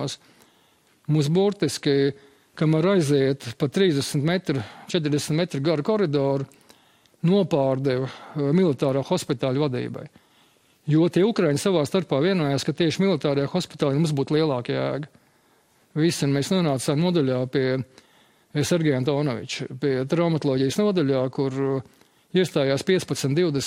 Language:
Latvian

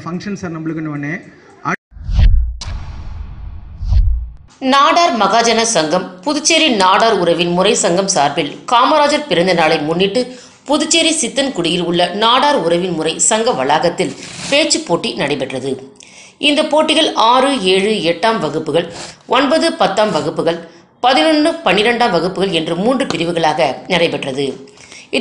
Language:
Tamil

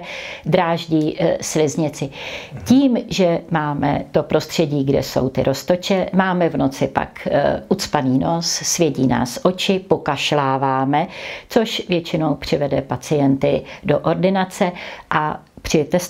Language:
Czech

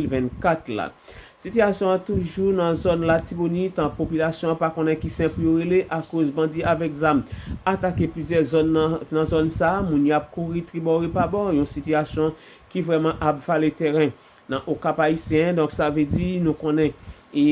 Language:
Haitian Creole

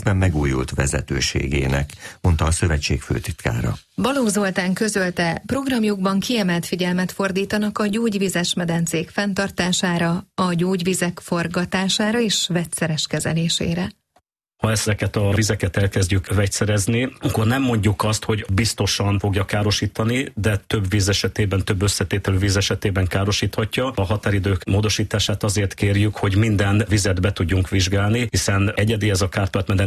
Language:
Hungarian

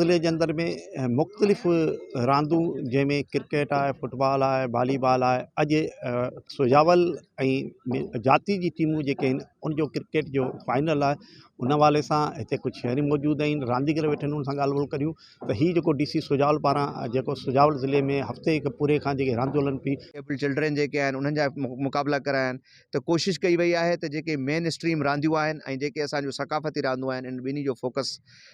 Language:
Sindhi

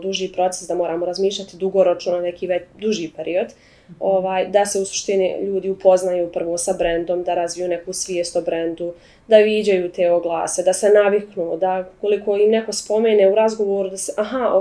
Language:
Bosnian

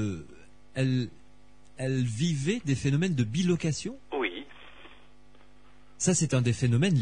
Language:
French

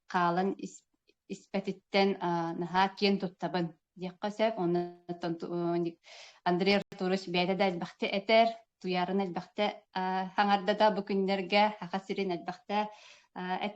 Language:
Yakut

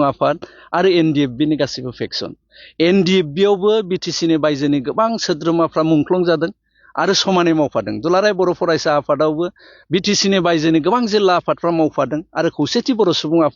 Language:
Bodo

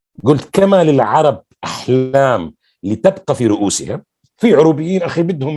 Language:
North Levantine Arabic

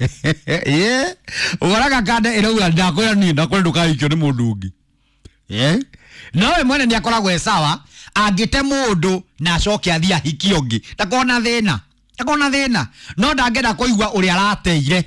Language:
Kikuyu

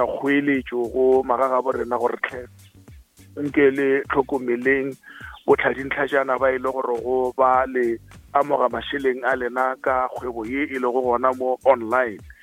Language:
Northern Sotho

